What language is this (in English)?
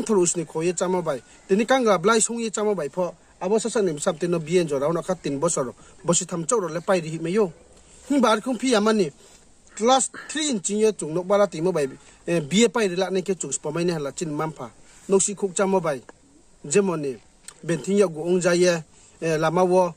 Riang (India)